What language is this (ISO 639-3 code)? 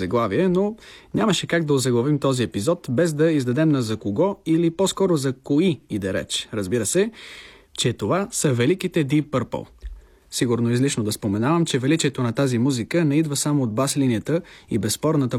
bul